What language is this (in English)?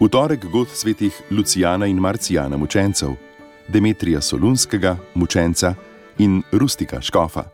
Slovenian